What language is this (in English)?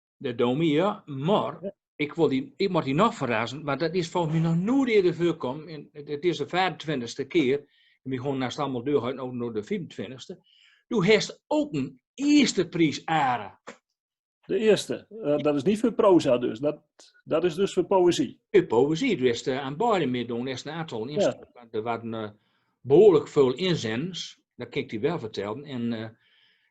Gronings